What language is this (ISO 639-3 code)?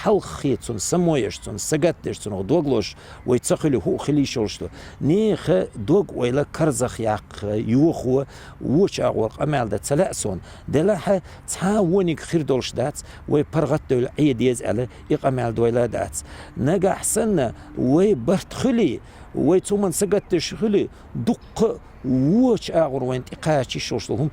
che